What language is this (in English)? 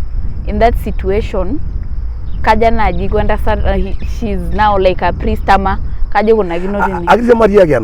Masai